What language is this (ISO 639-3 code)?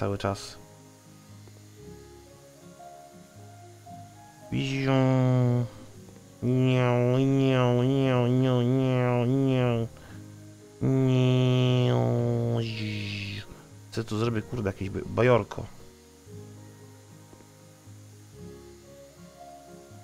pol